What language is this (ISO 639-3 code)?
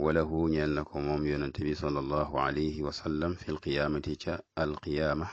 wol